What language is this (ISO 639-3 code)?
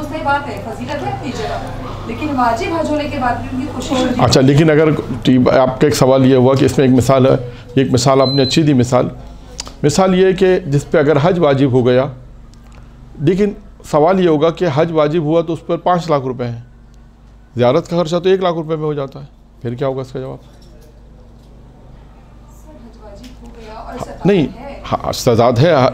urd